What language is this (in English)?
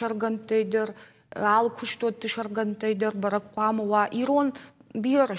Ossetic